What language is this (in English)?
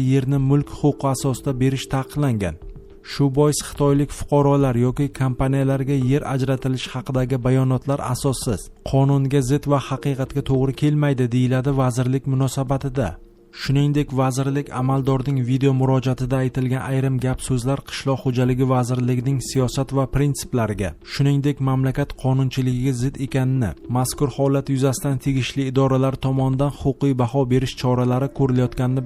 Uzbek